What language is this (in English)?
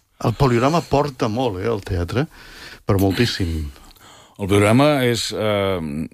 Catalan